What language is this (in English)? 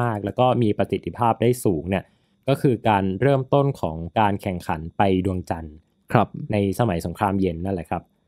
Thai